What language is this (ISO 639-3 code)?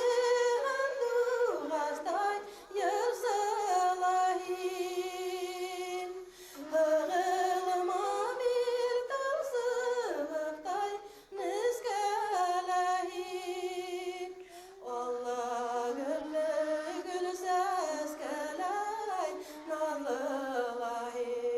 bak